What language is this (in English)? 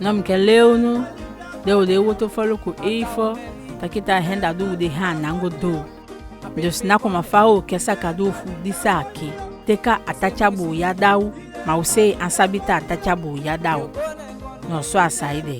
Saramaccan